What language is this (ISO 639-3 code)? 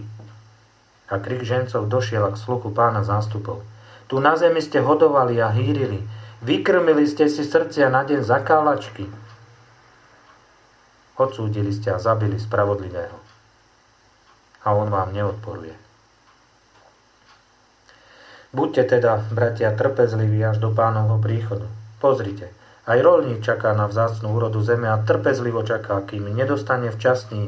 slk